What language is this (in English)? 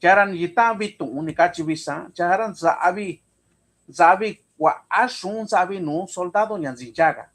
Mixtepec Mixtec